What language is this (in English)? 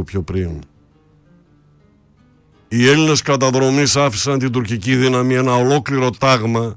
Greek